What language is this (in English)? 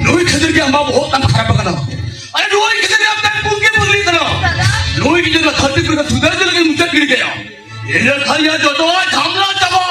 Santali